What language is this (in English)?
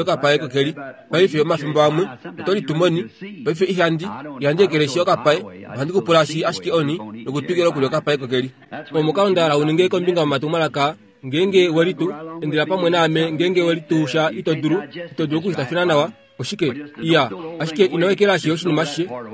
Kuanyama